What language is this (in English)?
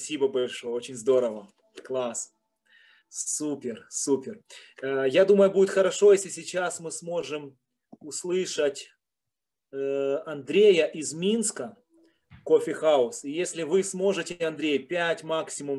Russian